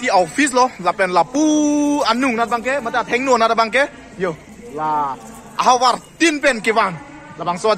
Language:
Karbi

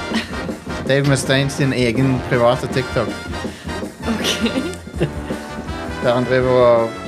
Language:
Norwegian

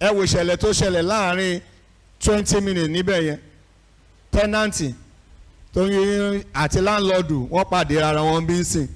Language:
Yoruba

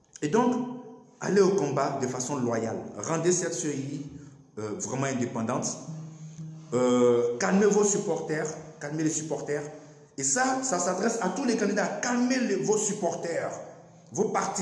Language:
French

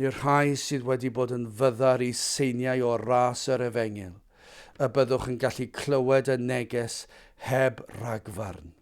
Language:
Welsh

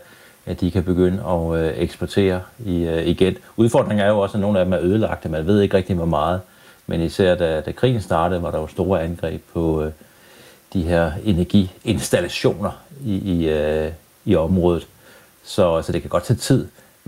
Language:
Danish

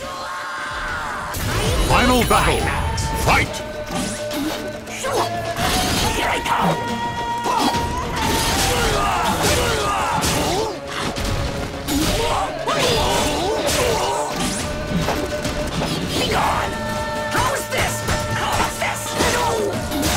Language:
English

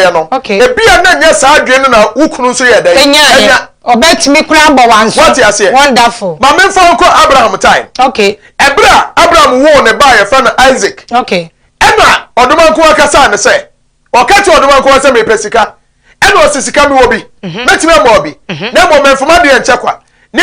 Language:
Akan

